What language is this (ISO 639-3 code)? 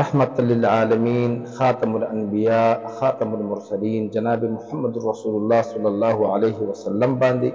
pus